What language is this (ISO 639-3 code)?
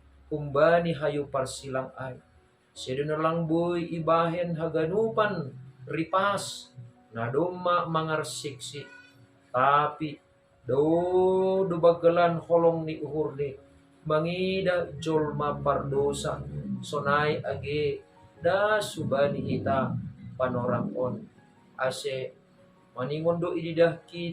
bts